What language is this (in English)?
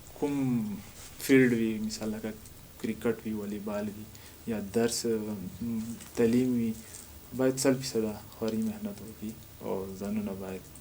Pashto